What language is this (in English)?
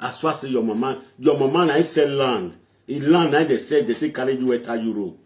Nigerian Pidgin